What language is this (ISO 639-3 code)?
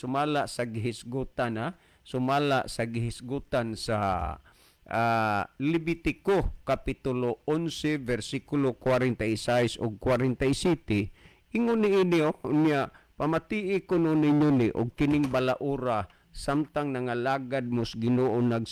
ceb